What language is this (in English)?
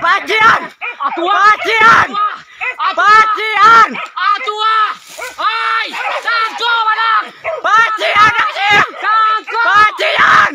Minangkabau